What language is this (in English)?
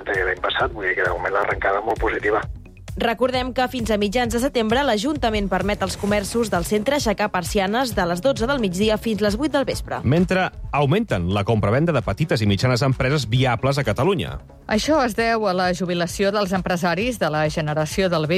Catalan